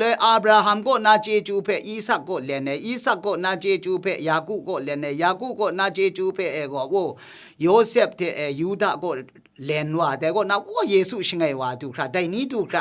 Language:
Kachin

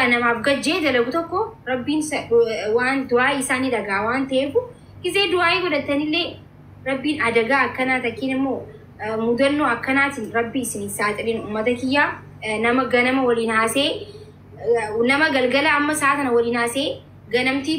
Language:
Oromo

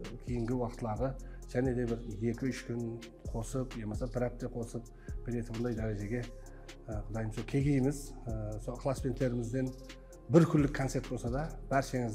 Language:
Kara-Kalpak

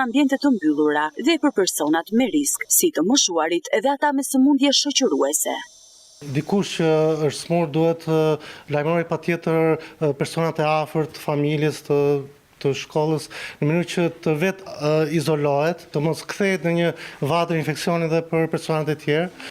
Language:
Albanian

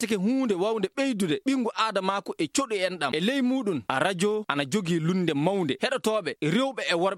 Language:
Fula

